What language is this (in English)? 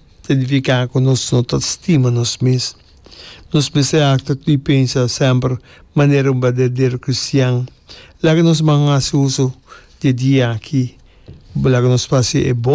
Papiamento